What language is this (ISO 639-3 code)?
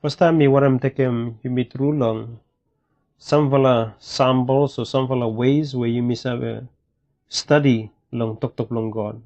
bis